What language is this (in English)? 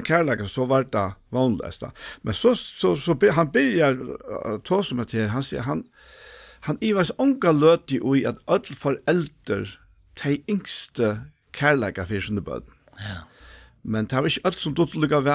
Faroese